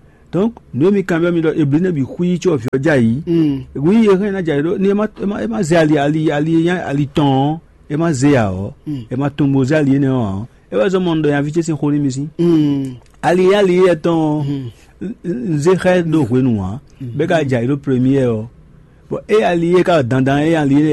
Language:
Fon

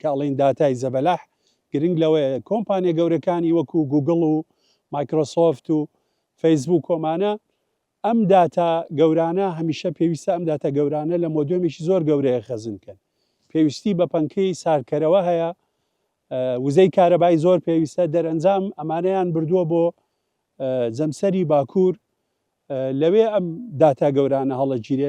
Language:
Central Kurdish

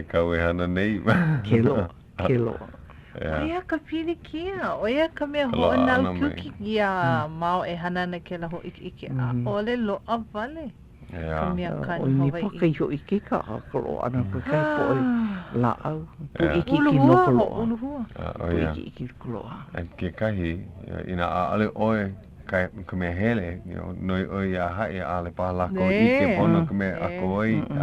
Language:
Hawaiian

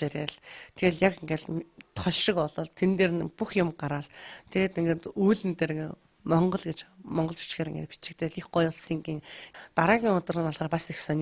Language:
Mongolian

